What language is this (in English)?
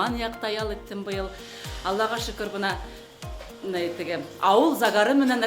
Bashkir